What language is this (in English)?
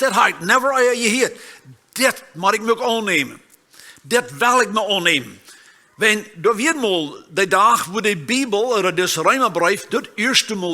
Plautdietsch